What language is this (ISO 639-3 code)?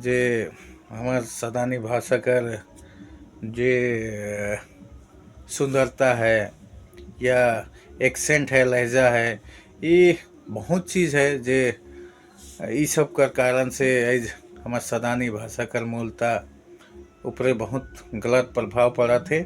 sck